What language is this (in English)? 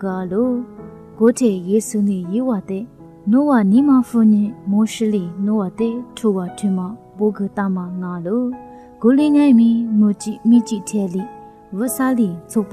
Lisu